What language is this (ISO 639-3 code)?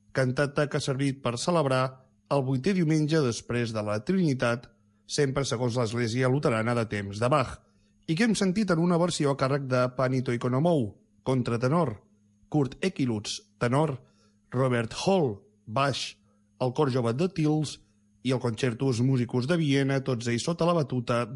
cat